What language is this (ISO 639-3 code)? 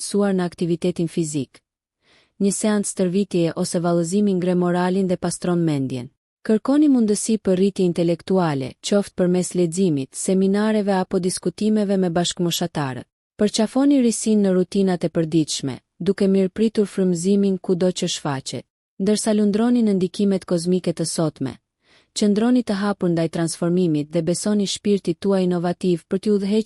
sqi